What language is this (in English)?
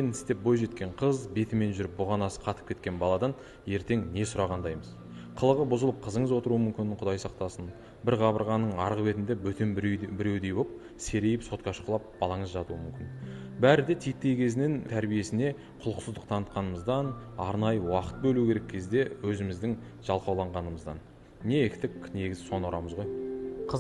Kazakh